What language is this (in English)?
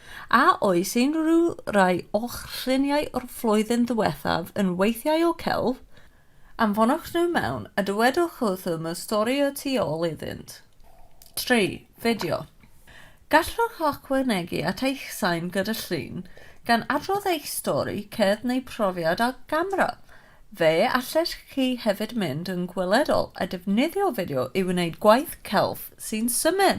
Welsh